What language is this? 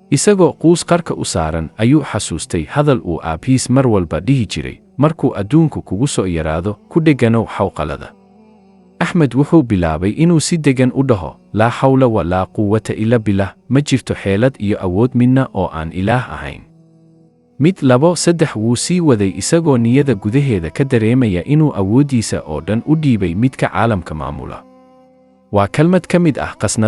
Somali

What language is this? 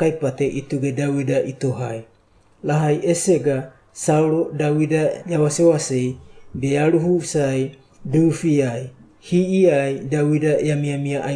Wagawaga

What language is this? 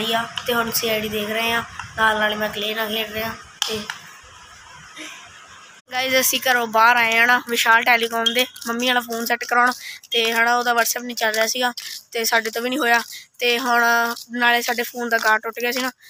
Punjabi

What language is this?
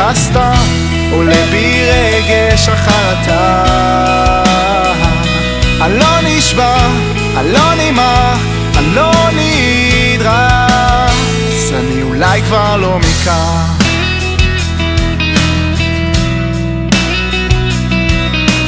Hebrew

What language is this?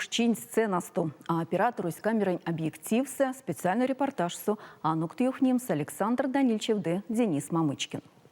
Erzya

